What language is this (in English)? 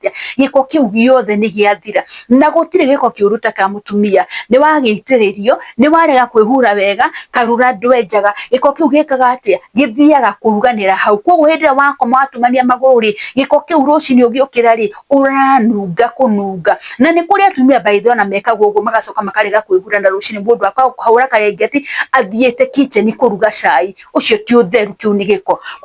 Kikuyu